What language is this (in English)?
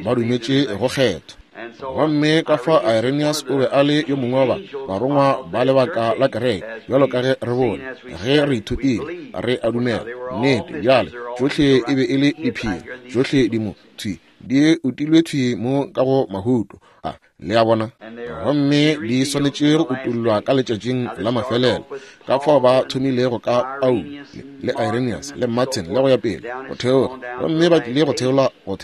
Northern Sotho